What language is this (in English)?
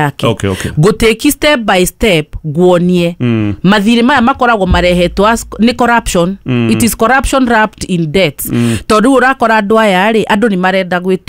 Kikuyu